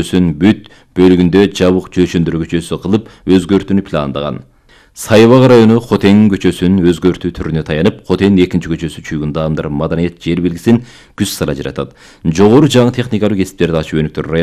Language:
Kyrgyz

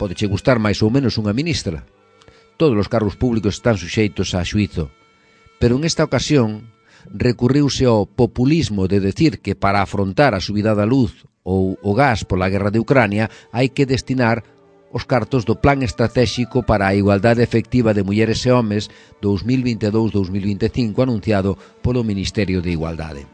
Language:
Galician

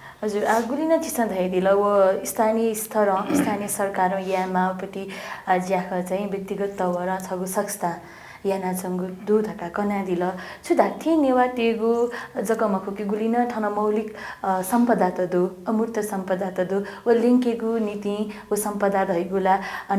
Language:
Newari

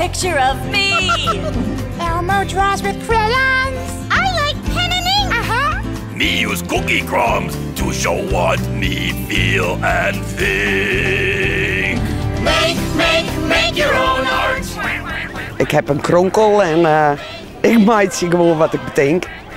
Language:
Western Frisian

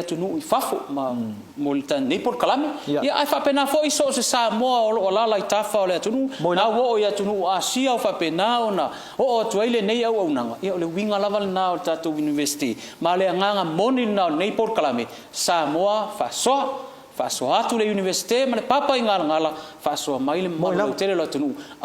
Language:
Samoan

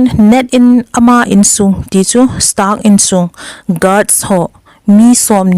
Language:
Thado Chin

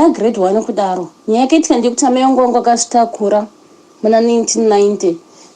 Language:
Shona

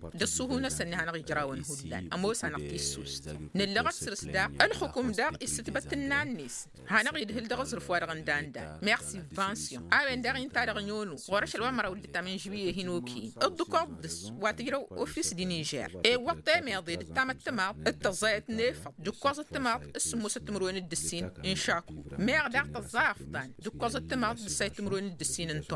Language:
Tamasheq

